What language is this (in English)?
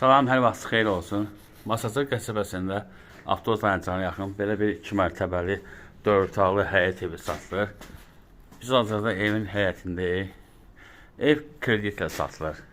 Azerbaijani